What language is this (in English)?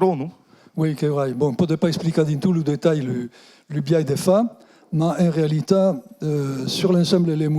Occitan